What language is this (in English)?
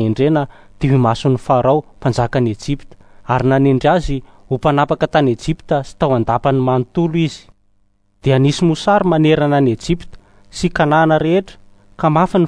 Malagasy